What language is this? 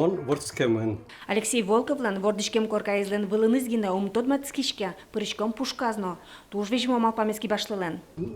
Udmurt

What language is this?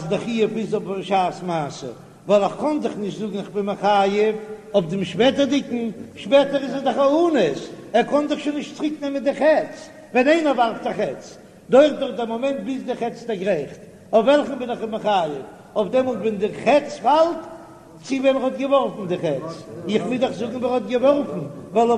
Yiddish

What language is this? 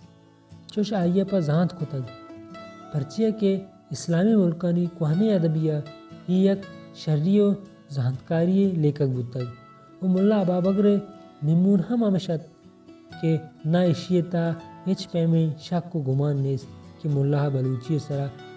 Baluchi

